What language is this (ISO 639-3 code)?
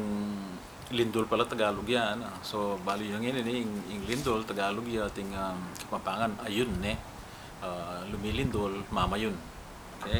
pam